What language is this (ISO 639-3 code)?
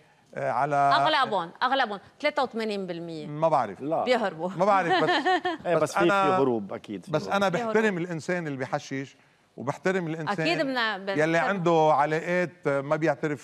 apc